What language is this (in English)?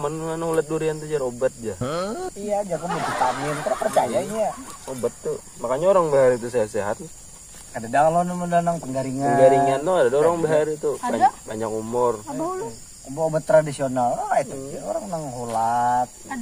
Banjar